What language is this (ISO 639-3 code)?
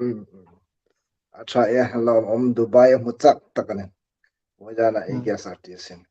hmr